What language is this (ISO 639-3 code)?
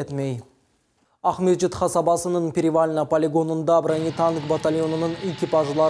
crh